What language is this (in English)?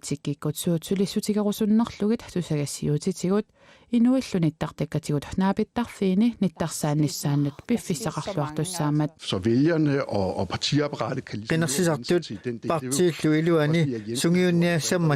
Kalaallisut